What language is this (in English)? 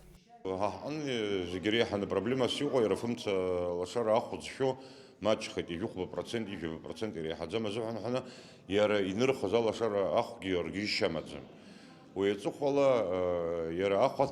Abkhazian